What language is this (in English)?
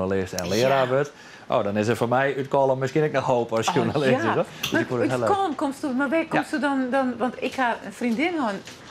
Western Frisian